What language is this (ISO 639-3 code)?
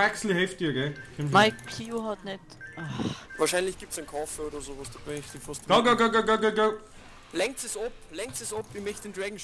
bar